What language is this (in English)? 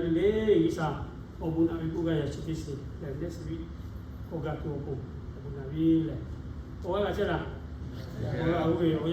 Lahu